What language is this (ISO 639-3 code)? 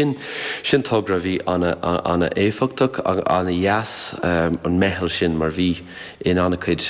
gle